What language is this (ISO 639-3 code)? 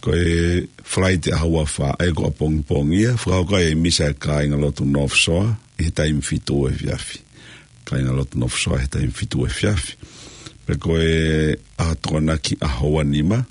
ton